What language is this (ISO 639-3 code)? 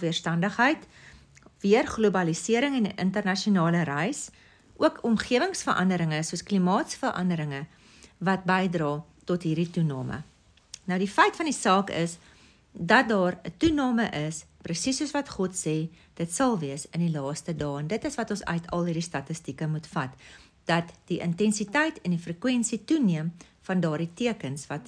afr